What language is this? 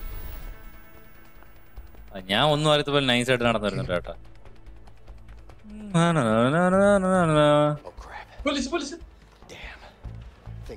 Malayalam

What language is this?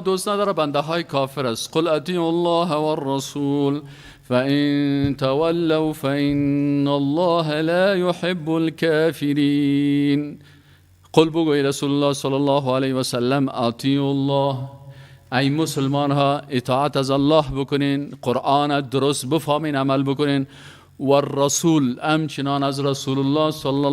Persian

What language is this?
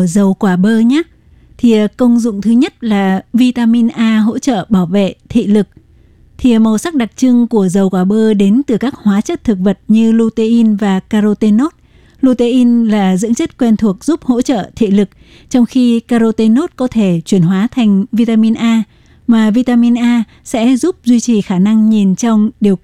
Vietnamese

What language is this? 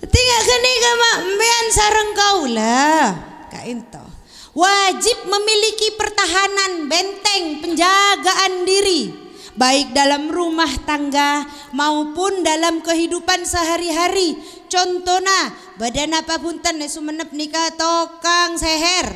Madurese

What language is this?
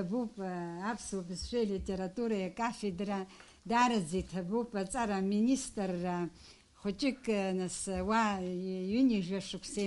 Abkhazian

